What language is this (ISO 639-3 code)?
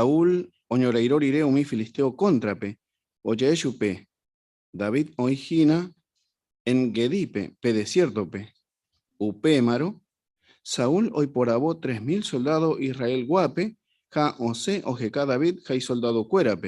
grn